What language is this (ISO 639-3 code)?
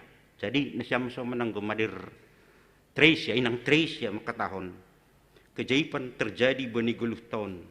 bts